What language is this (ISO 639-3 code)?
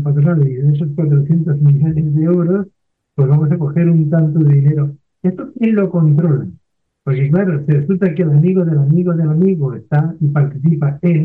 spa